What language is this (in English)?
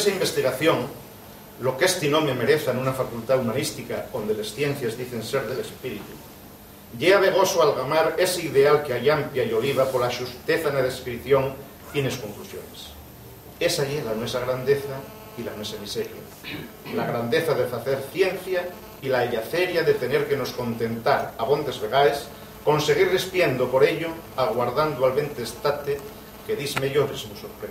Asturian